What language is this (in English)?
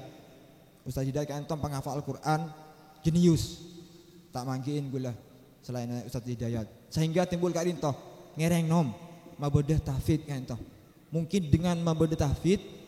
Madurese